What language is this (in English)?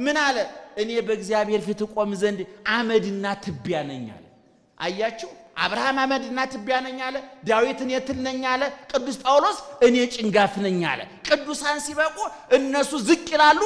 Amharic